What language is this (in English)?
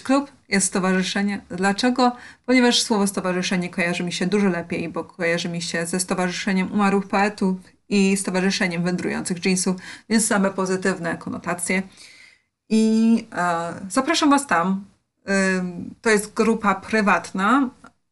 Polish